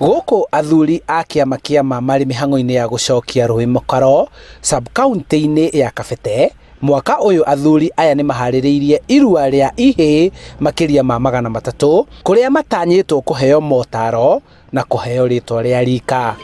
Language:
Kikuyu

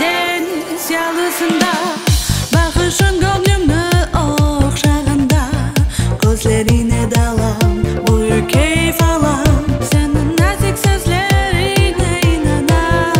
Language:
Crimean Tatar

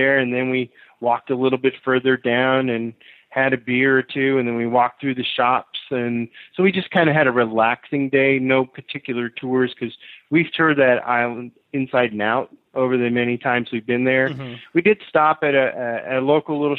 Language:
English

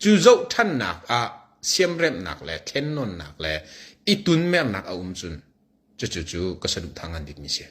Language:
Hakha Chin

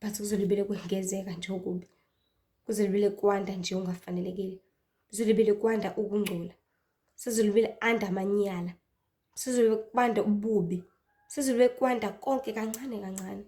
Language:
Zulu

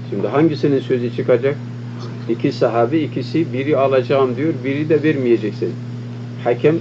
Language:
Turkish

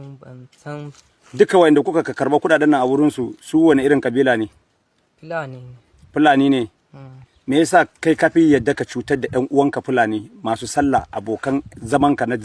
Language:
Hausa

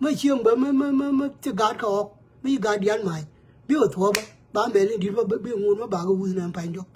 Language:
Nuer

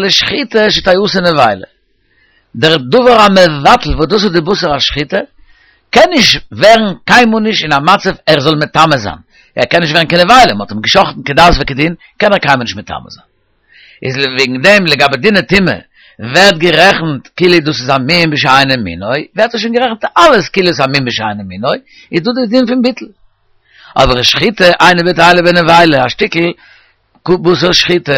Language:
Yiddish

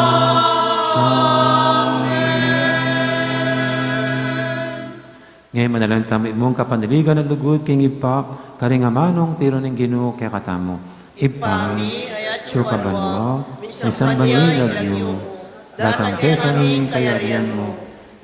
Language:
Pampanga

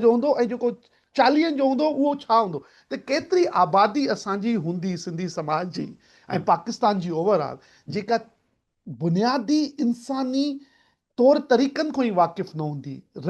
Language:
Sindhi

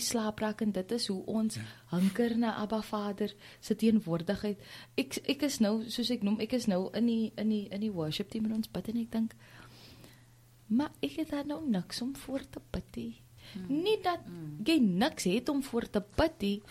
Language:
Afrikaans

